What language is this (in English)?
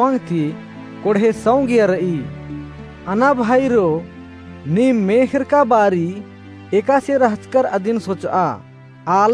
Kurukh